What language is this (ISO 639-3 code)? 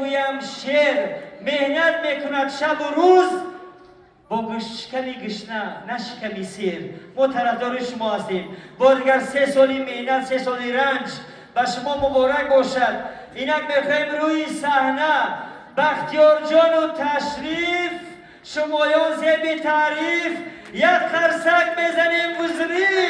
tgk